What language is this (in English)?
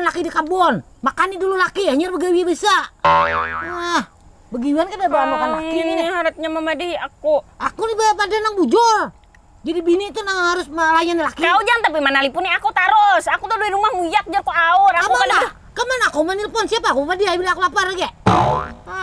Banjar